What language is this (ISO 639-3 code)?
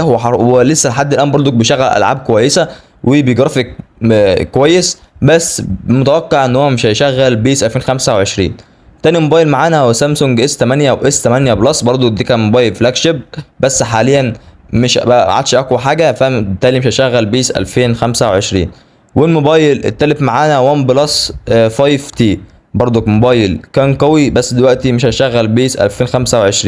arz